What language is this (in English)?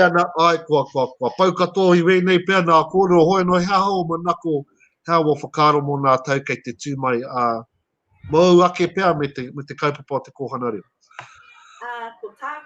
Māori